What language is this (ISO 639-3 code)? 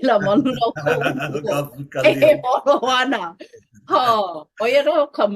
haw